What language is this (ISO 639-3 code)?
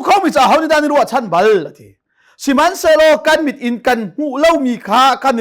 cnh